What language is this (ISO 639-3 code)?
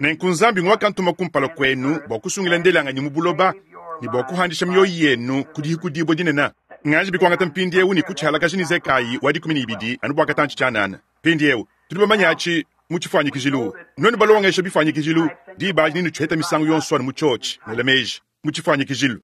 lua